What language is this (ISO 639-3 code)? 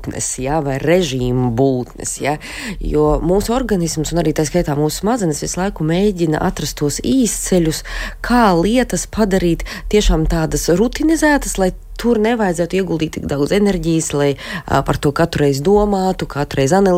lav